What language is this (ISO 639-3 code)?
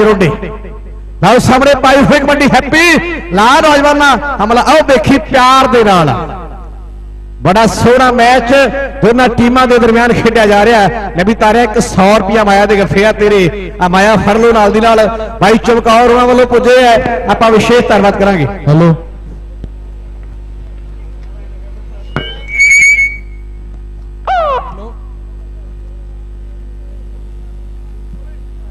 pan